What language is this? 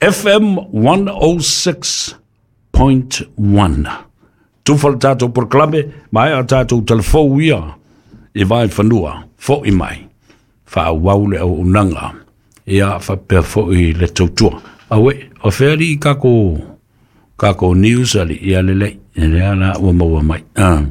Samoan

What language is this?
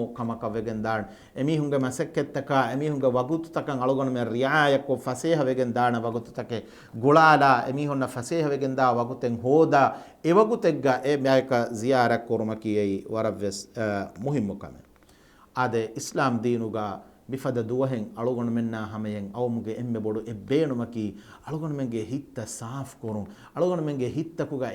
Divehi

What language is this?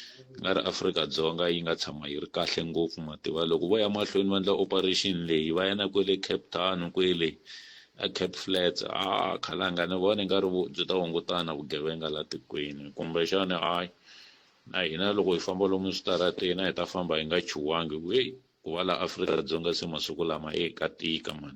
Tsonga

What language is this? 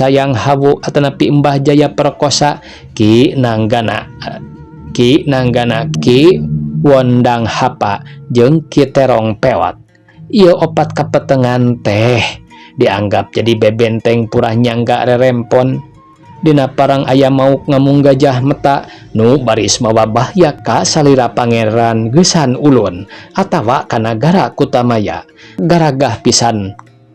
Sundanese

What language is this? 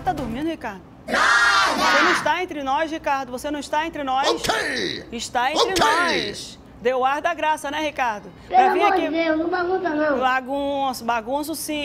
Portuguese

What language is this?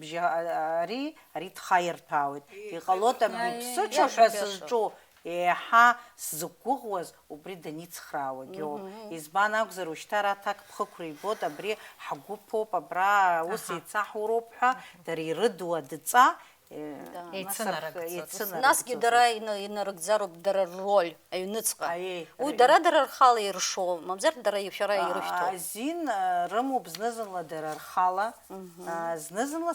Abkhazian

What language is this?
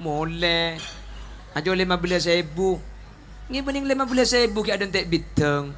Madurese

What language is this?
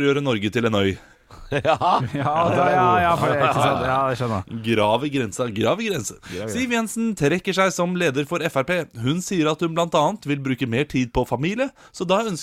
Norwegian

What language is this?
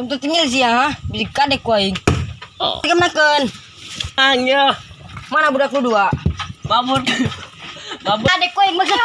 Sundanese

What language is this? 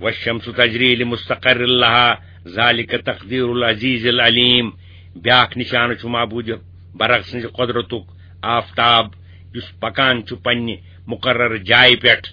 Kashmiri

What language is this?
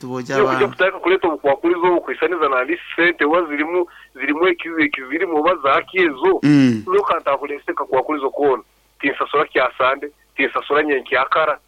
Nyankole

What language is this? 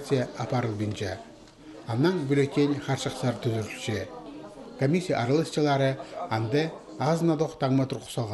Khakas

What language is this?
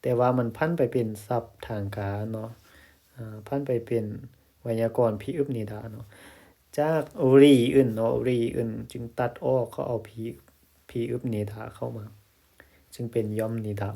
Lao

